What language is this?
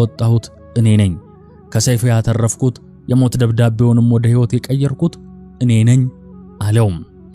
Amharic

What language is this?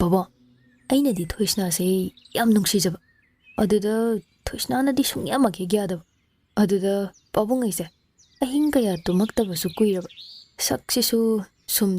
Manipuri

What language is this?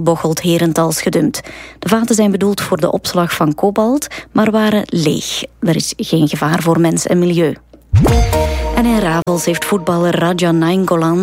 Dutch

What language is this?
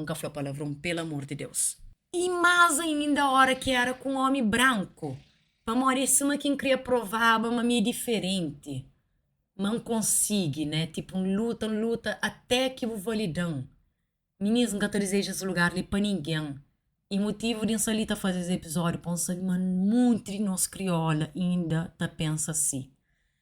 Kabuverdianu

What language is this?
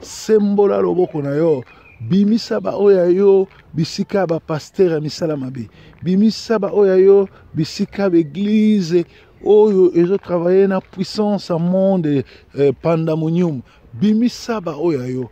Lingala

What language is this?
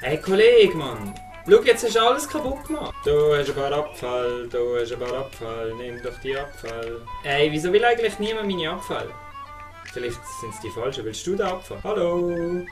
Swiss German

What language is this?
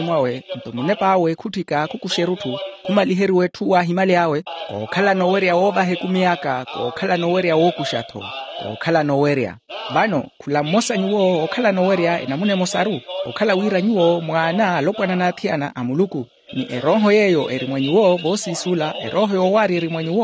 Makhuwa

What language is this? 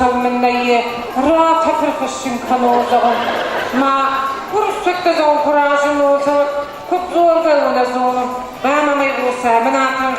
Ossetic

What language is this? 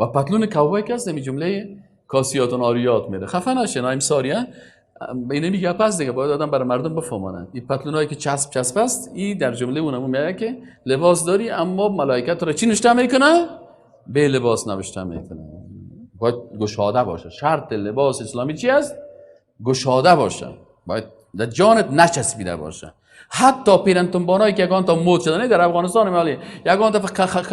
Persian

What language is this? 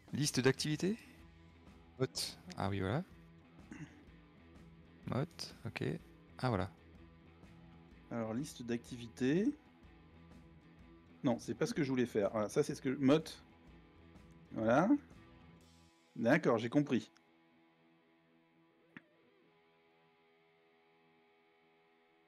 French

